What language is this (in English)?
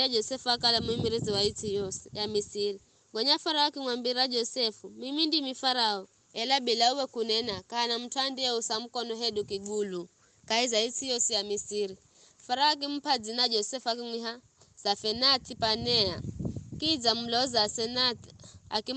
Giryama